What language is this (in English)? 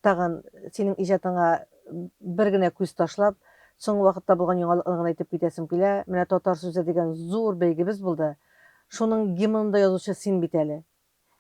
Tatar